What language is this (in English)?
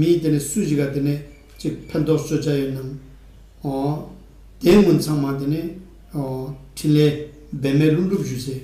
Ladakhi